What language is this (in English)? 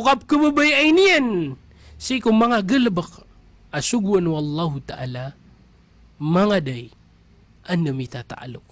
Maranao